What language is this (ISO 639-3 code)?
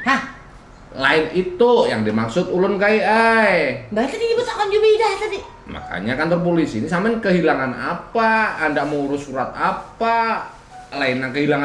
bjn